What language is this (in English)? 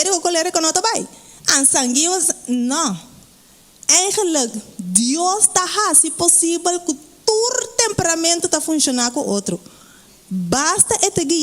Papiamento